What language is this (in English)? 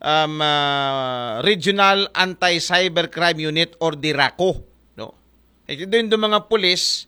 Aklanon